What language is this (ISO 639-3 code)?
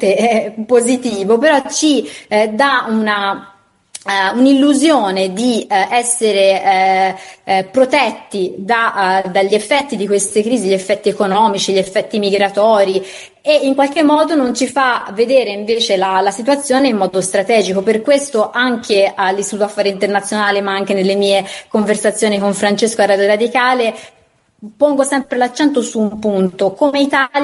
ita